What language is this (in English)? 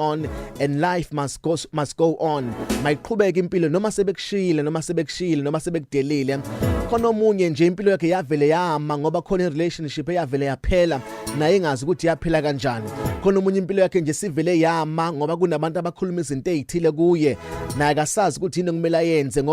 Zulu